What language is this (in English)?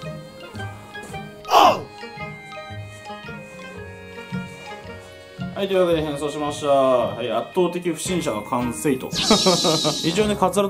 Japanese